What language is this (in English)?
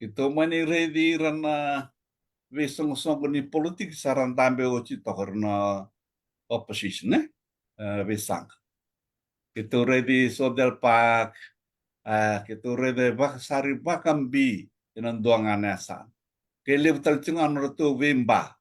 Fijian